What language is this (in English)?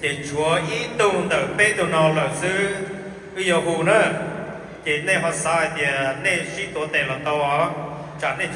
Hmong